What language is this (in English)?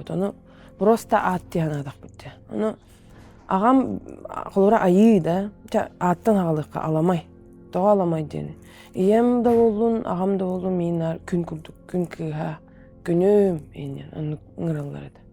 Yakut